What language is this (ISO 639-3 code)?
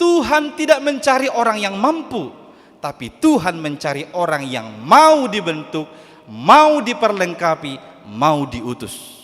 bbc